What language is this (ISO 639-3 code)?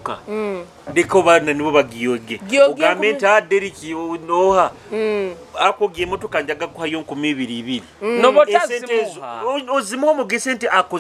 nyo